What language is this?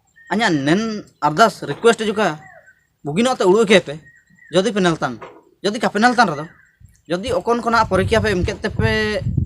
Ho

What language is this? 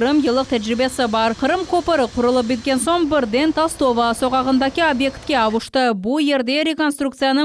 Crimean Tatar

